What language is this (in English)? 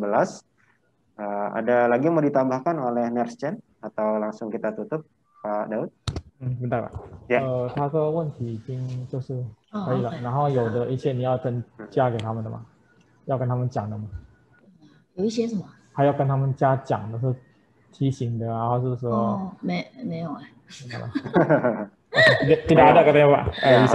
Indonesian